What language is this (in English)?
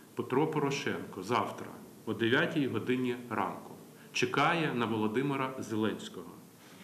Ukrainian